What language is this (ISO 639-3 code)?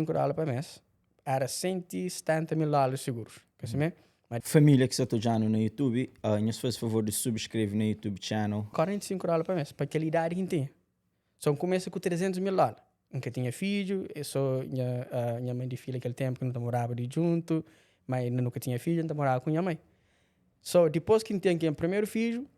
kea